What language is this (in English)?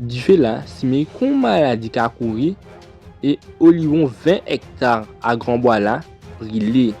Guadeloupean Creole French